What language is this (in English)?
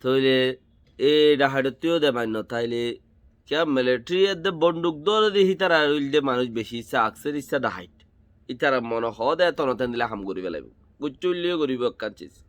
Rohingya